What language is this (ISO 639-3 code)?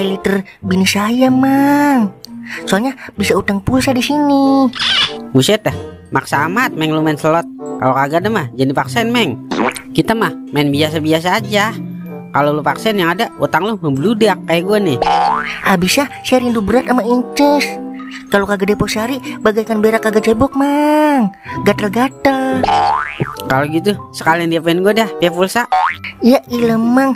bew